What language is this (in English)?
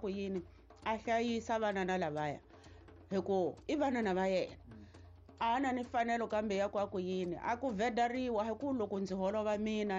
Tsonga